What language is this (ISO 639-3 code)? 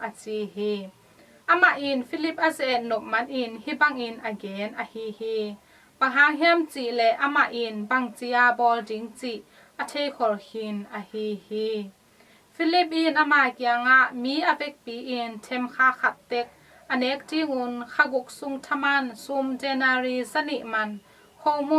ctd